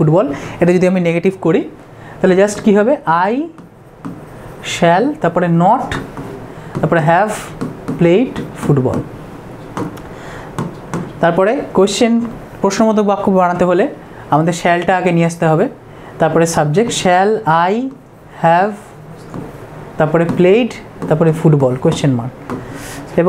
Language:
Bangla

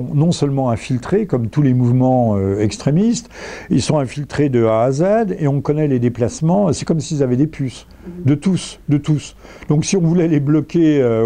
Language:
French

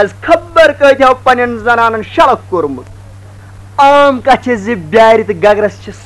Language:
Kashmiri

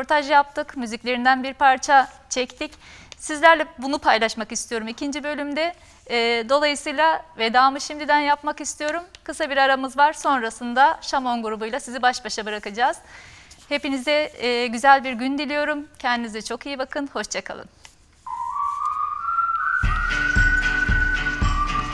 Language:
Turkish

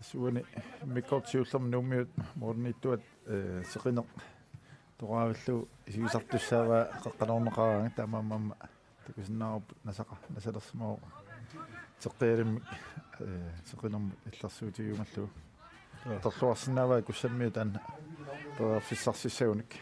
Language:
Kalaallisut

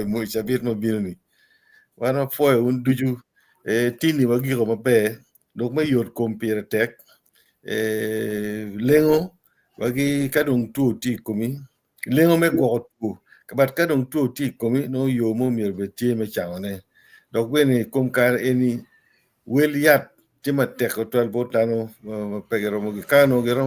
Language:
Acoli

